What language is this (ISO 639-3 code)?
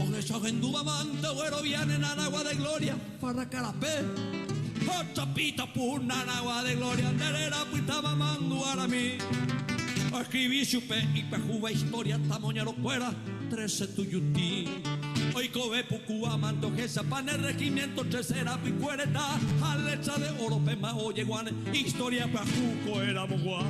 grn